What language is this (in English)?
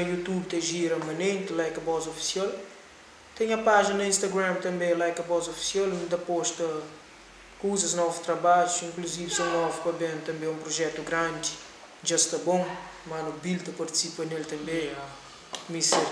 Kabuverdianu